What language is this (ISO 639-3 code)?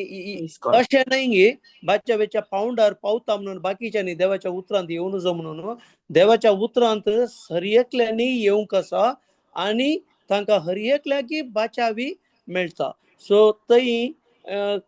kok